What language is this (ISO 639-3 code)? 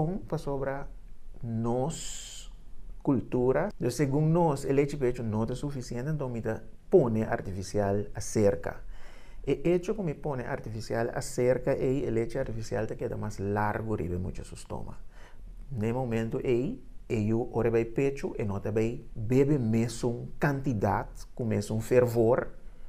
pap